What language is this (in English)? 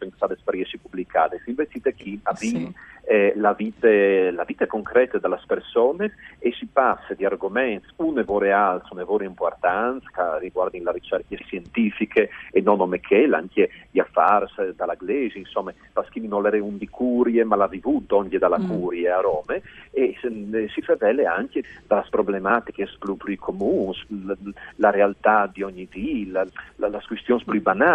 Friulian